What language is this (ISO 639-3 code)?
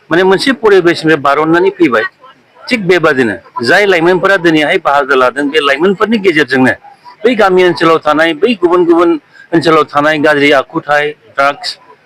brx